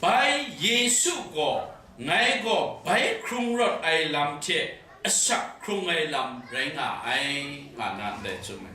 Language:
Kachin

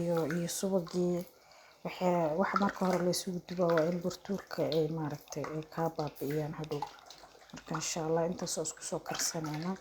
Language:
Somali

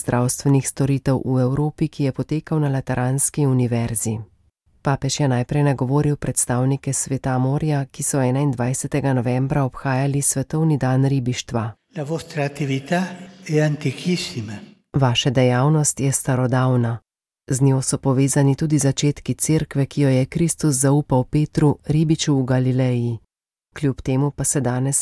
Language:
Slovenian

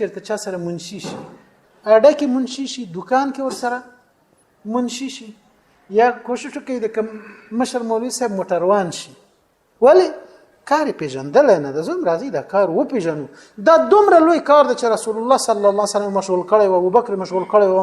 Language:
Pashto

